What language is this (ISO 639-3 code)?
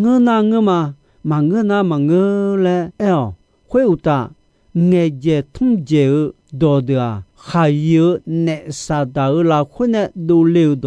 ahk